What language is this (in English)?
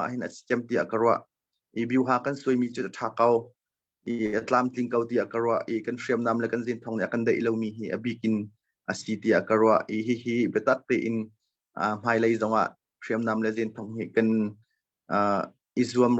Hakha Chin